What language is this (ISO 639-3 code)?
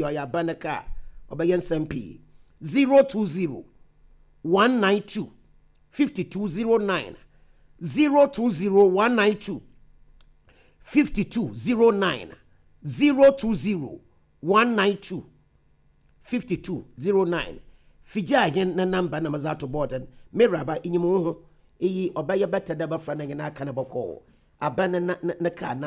aka